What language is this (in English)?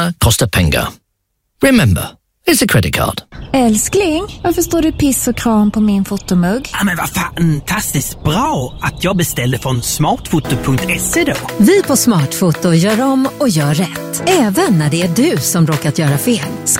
Swedish